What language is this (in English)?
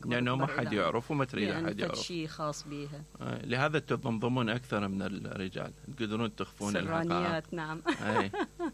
Mesopotamian Arabic